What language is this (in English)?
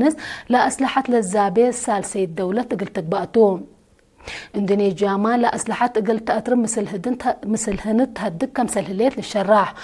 Tigre